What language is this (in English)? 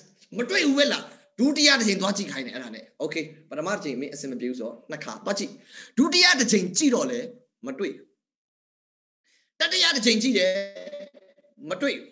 Burmese